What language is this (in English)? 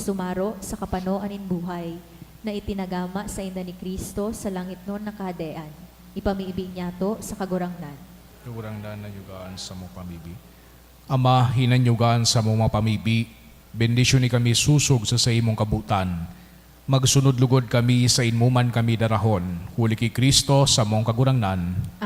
Bikol